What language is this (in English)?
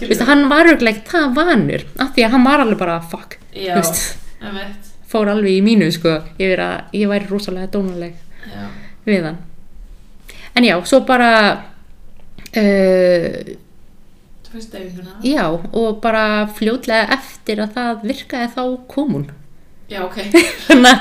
Icelandic